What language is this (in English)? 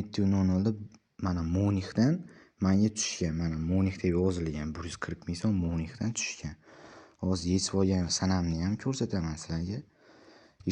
Uzbek